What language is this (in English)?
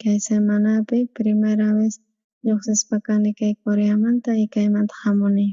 South Bolivian Quechua